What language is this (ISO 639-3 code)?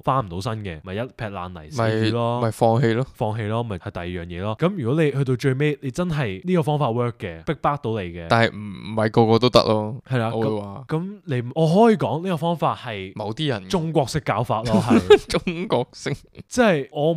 yue